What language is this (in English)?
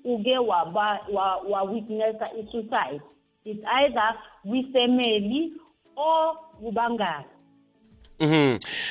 South Ndebele